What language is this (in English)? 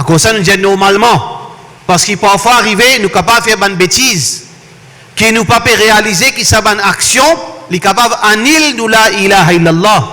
Morisyen